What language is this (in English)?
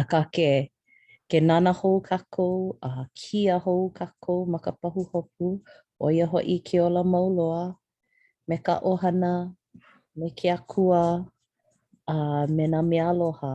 Hawaiian